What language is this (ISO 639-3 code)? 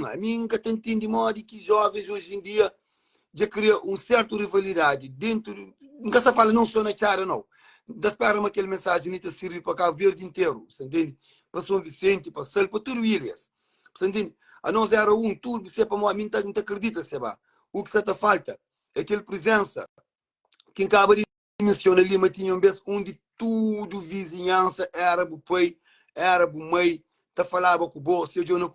kea